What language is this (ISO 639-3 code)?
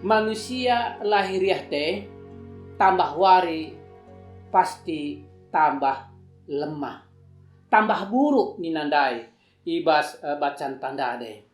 btx